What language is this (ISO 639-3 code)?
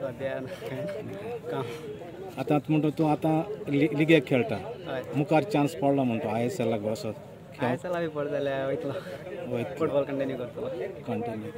kok